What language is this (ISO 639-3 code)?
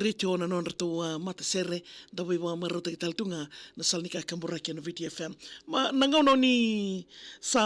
fij